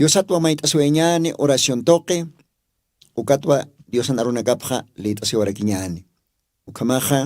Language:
Aymara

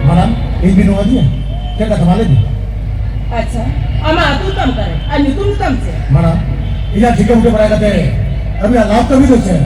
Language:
Santali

